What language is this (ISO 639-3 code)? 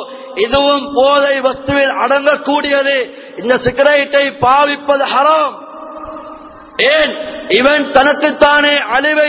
tam